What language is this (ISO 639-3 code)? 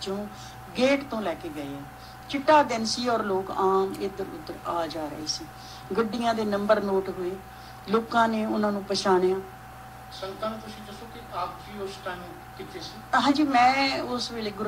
pan